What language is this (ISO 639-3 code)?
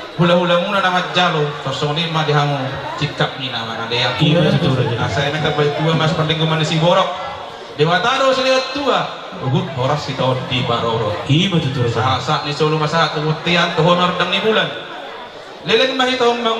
bbc